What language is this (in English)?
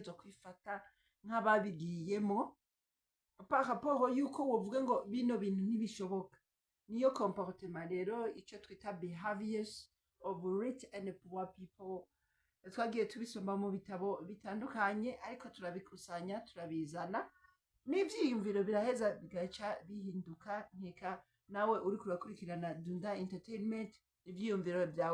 Rundi